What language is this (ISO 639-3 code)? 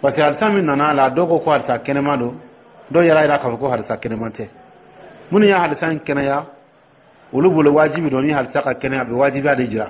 dyu